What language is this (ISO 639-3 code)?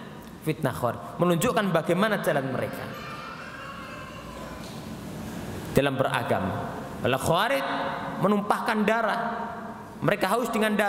ind